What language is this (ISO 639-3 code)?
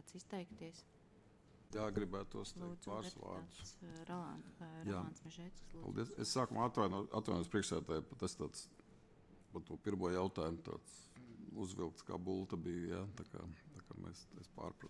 lav